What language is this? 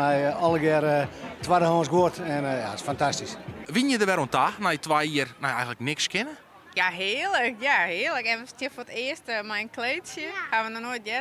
Western Frisian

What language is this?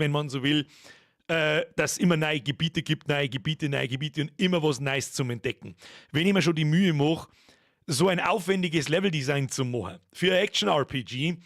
Bavarian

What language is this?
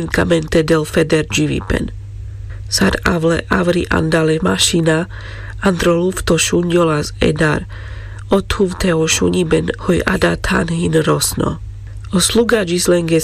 Carpathian Romani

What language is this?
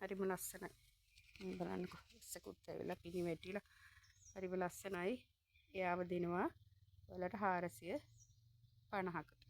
Sinhala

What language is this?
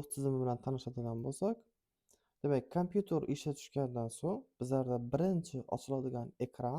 Uzbek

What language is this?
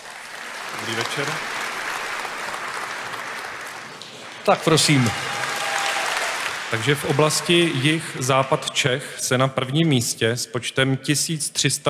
Czech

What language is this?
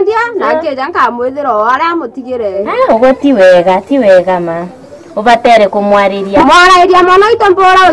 Meru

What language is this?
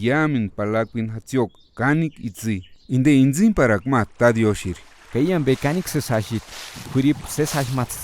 Purepecha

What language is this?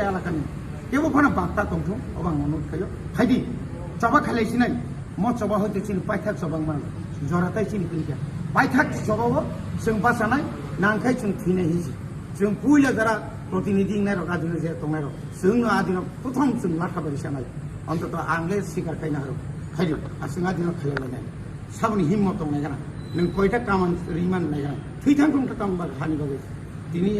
Kok Borok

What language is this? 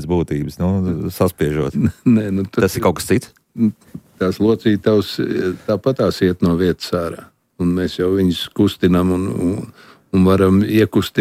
Latvian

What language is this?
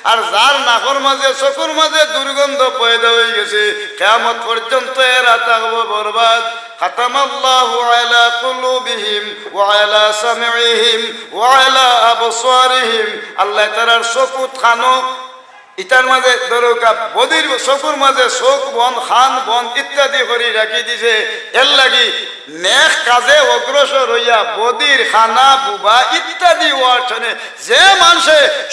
Sylheti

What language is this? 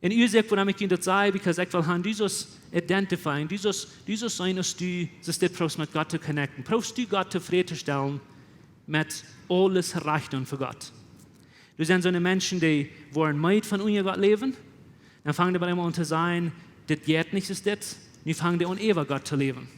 Plautdietsch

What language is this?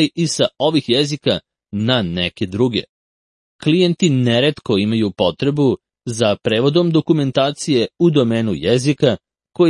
Serbian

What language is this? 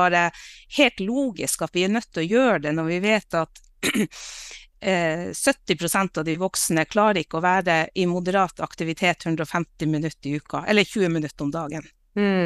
Norwegian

